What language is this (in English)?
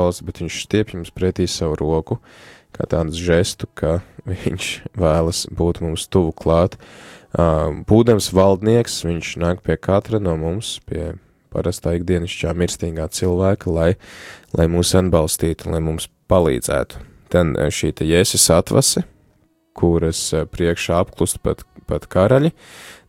Latvian